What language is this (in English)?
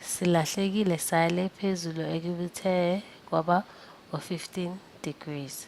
Zulu